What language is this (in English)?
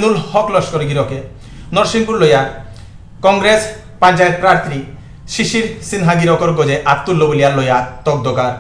Bishnupriya